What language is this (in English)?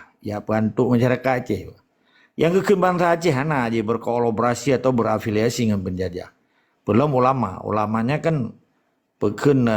Achinese